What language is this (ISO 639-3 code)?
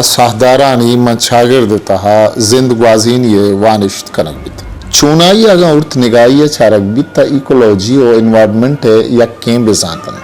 bgp